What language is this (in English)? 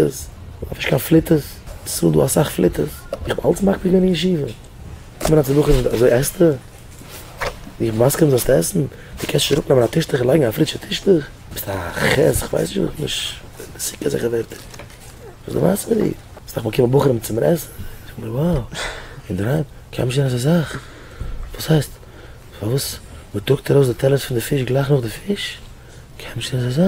Yiddish